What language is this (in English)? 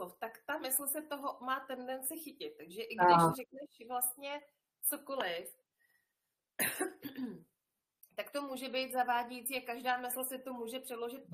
Czech